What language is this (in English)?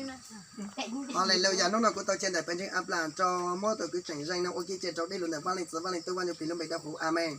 Hmong